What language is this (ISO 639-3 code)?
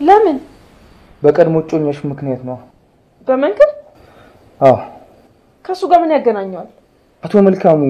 amh